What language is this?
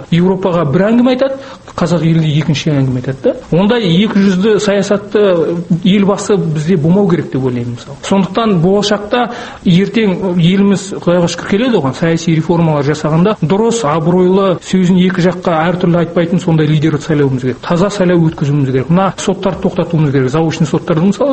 Kazakh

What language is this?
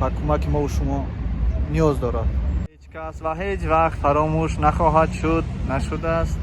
Tajik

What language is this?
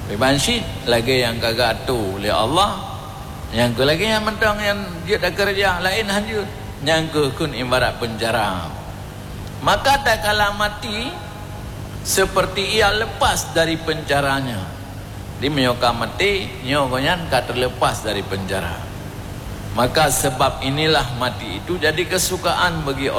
Achinese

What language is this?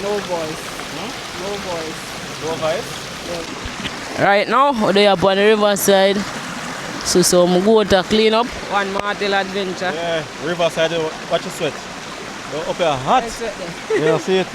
Jamaican Creole English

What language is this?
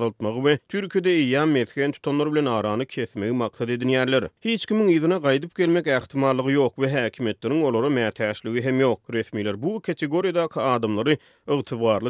Turkmen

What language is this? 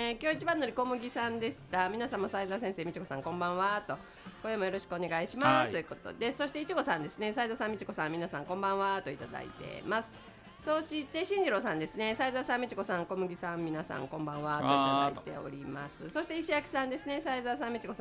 Japanese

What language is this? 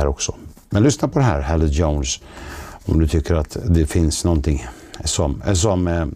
Swedish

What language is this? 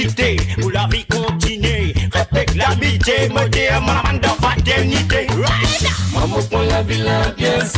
Morisyen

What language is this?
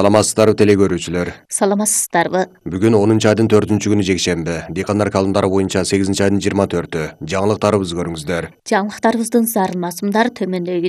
Kyrgyz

